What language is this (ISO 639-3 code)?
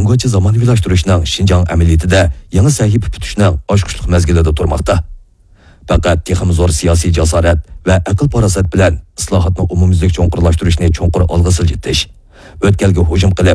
uig